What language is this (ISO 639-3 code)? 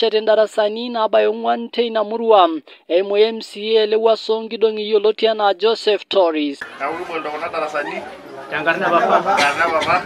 mas